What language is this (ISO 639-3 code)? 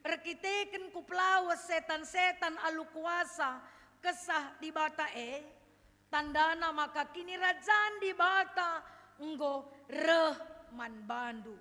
btx